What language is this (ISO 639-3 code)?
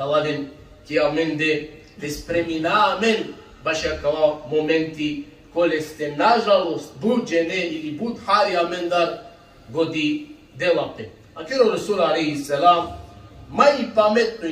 rmn